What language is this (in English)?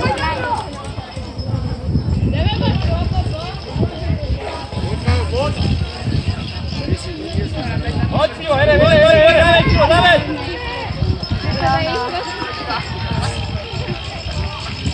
Czech